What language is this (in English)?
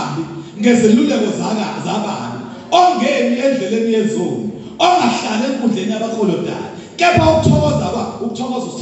Zulu